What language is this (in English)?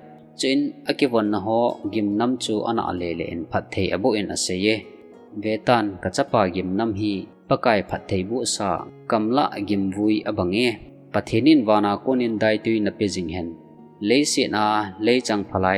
Thado Chin